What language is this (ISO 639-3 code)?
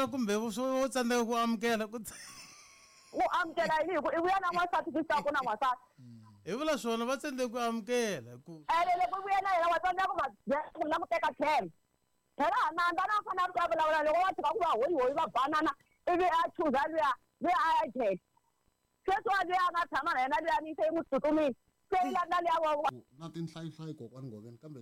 tso